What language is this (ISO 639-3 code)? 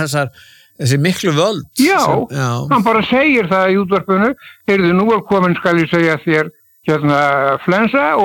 isl